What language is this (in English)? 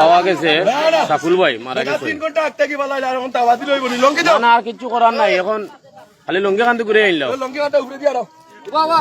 Sylheti